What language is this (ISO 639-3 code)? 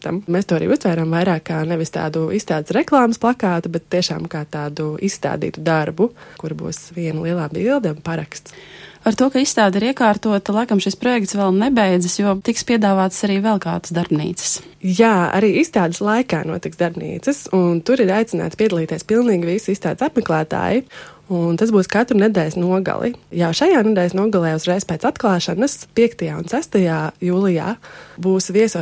lav